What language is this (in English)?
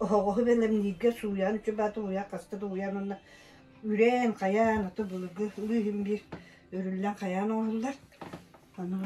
Yakut